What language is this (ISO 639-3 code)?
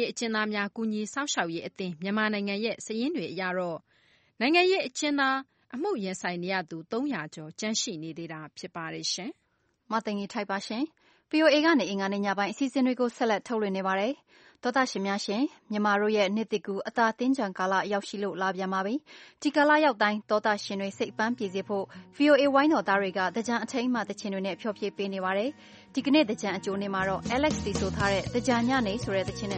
mya